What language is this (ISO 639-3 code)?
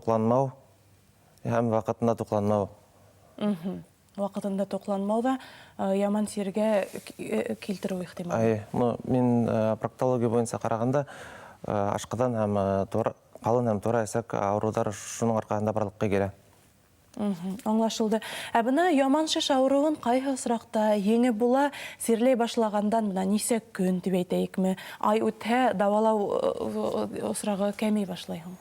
bak